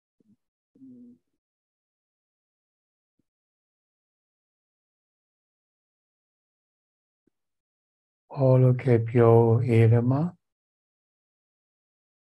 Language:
Greek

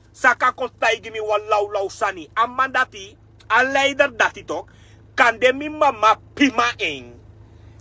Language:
Sranan Tongo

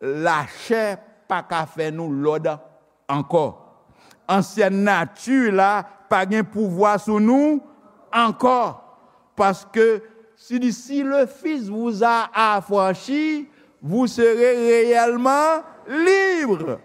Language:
Haitian Creole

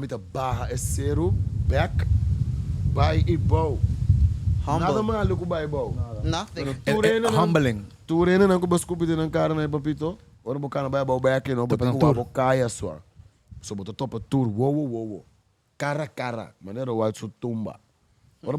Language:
Papiamento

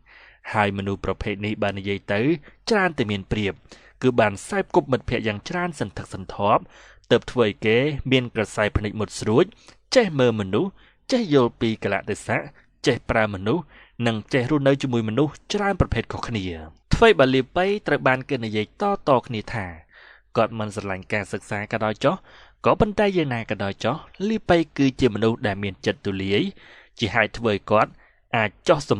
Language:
Khmer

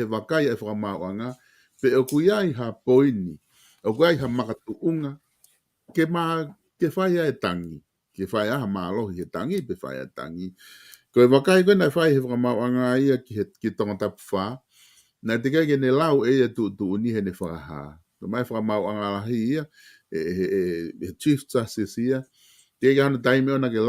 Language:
Tongan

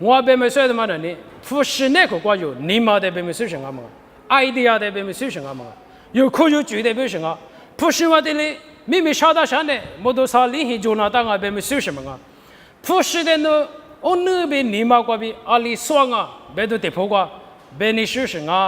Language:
Lisu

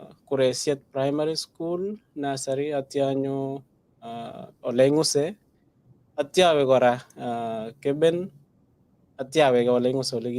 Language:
Kalenjin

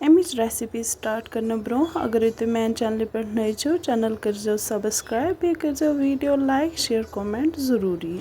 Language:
Kashmiri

